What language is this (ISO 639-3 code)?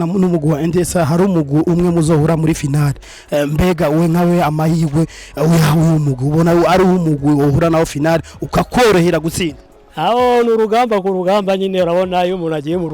run